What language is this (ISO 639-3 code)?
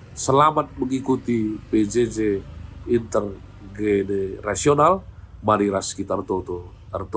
btx